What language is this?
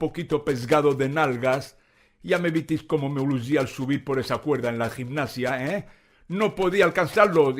Ladino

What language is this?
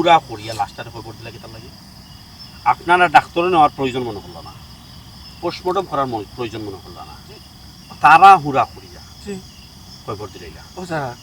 Sylheti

